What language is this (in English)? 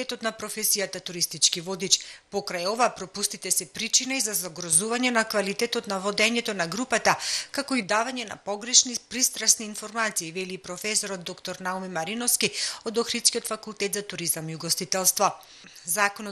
Macedonian